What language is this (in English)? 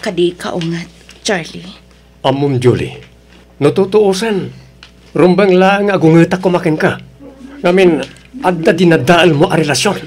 Iloko